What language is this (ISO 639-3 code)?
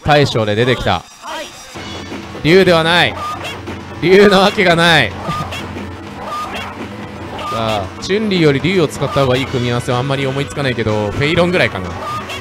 jpn